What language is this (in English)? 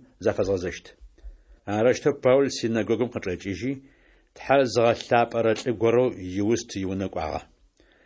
Adyghe